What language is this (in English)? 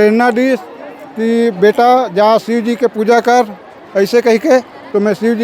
Chhattisgarhi